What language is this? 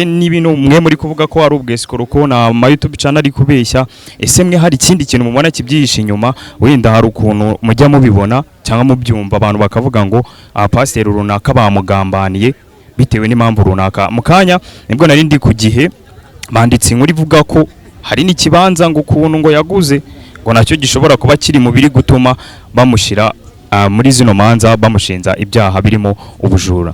Kinyarwanda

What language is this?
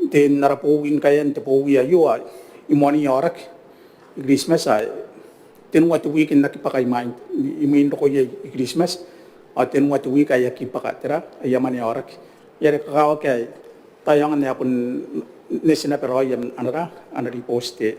Gilbertese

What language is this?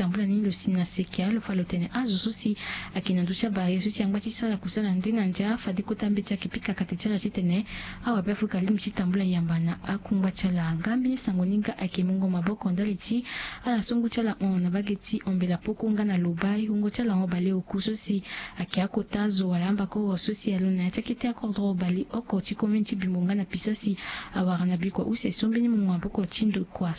Sango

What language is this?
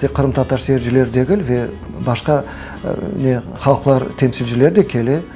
Crimean Tatar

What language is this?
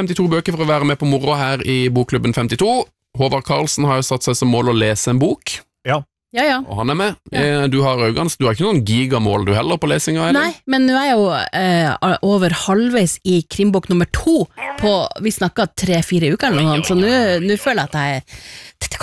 Norwegian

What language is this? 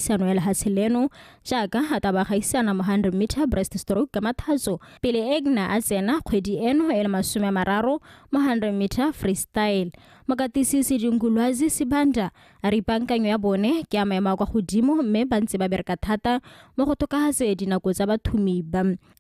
Tswana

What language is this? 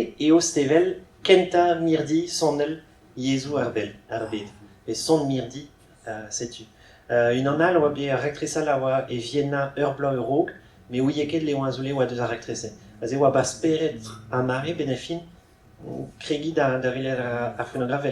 Breton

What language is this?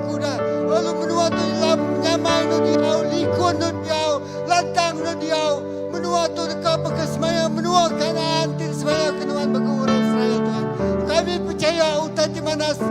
Iban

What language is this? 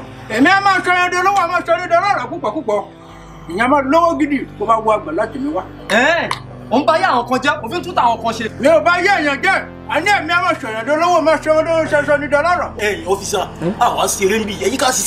Yoruba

